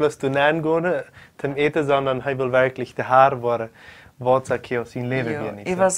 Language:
Plautdietsch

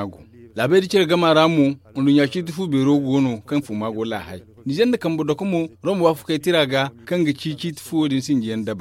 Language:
Zarma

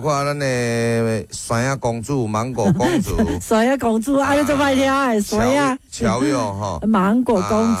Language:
Min Nan Chinese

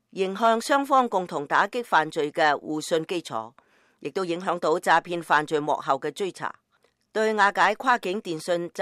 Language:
Cantonese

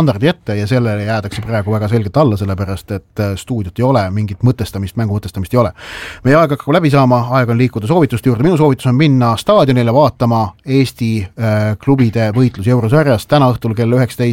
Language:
Estonian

